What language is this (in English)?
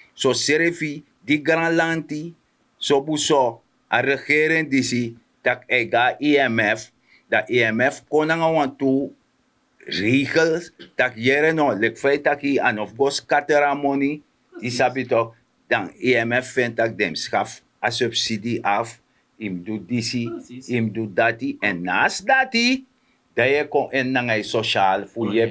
Sranan Tongo